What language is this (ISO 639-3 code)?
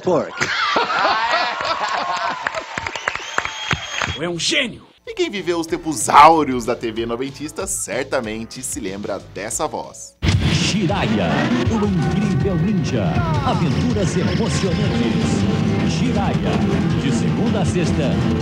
por